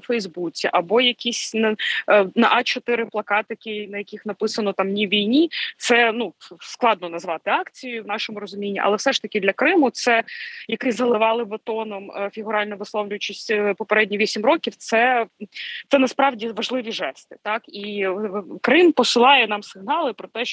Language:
Ukrainian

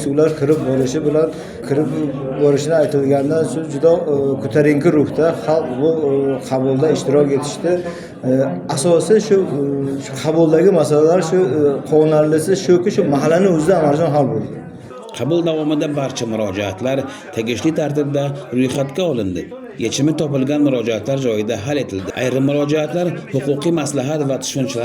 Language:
Uzbek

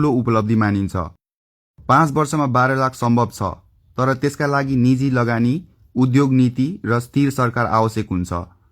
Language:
Nepali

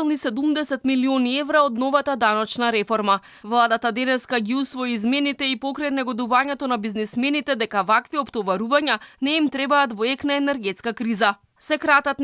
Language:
Macedonian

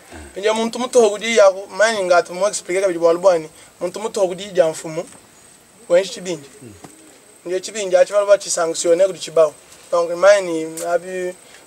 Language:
Luba-Lulua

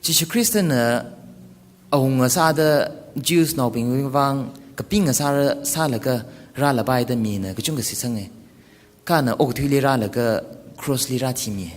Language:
Tangkhul Naga (India)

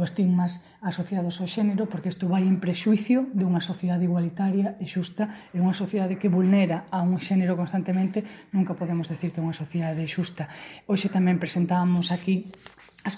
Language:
Galician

